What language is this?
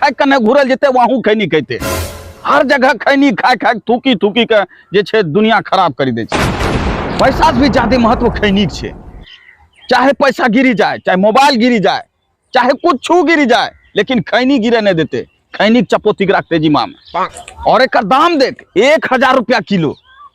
Angika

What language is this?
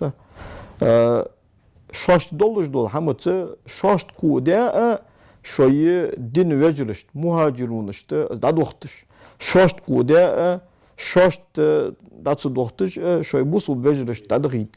Ingush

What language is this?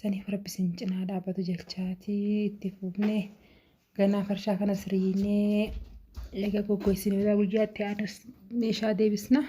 Oromo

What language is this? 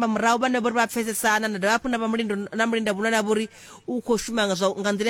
Venda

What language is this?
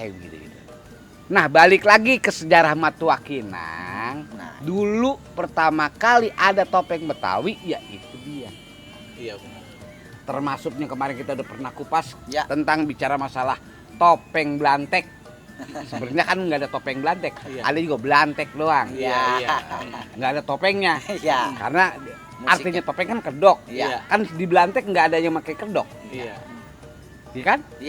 Betawi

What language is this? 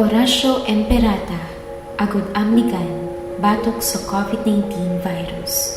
Hiligaynon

